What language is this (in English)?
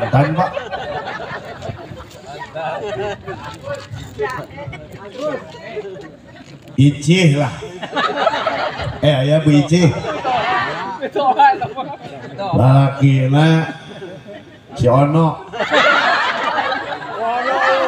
Sundanese